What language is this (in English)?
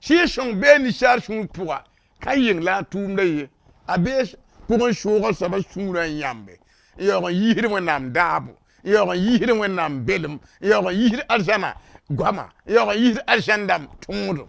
Mossi